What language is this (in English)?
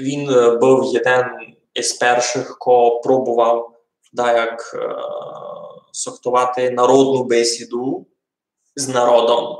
Rusyn